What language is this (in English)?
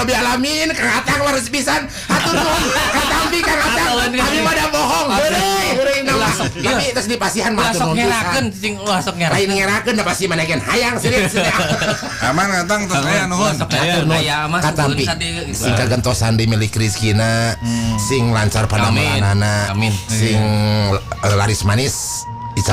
Sundanese